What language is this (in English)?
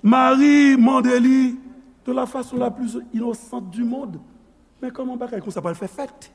Haitian Creole